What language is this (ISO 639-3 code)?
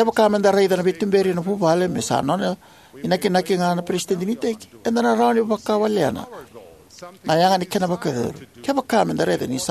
fij